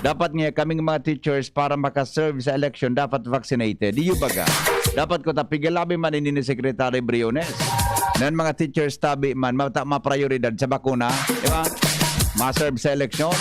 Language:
Bikol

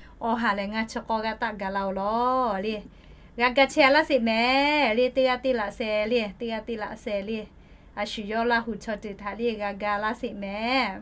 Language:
Lahu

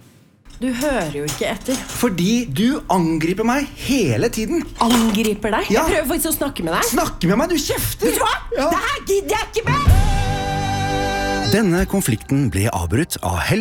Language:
Norwegian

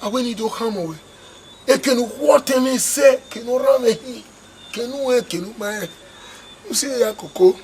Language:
Bini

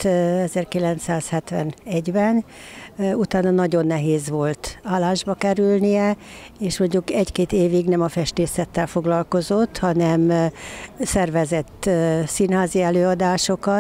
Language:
Hungarian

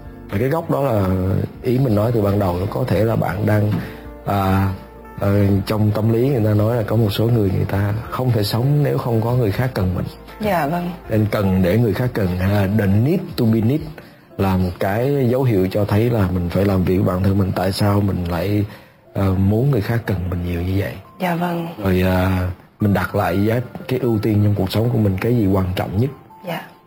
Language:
Vietnamese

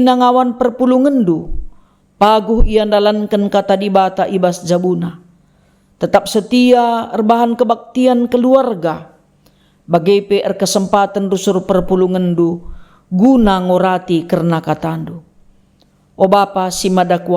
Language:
Batak Karo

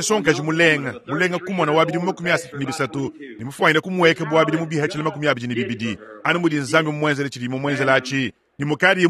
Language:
Luba-Lulua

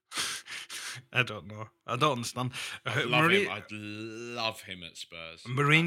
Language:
English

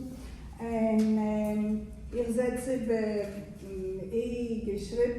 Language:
Yiddish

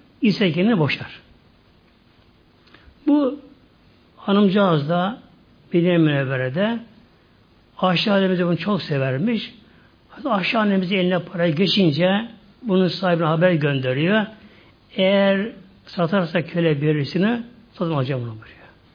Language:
Turkish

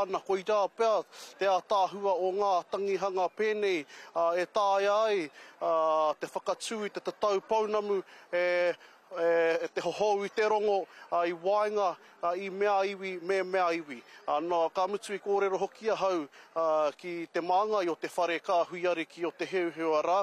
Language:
Māori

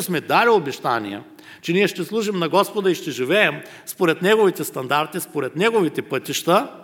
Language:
Bulgarian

